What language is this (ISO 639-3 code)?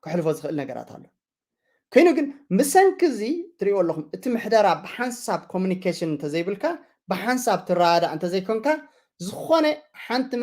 tir